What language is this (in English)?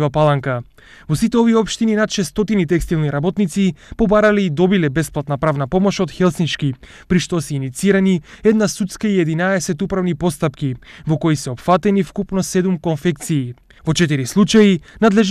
Macedonian